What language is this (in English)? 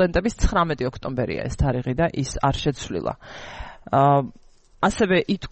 Georgian